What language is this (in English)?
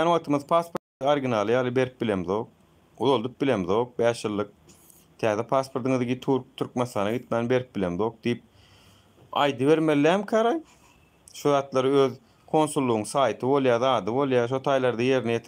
Turkmen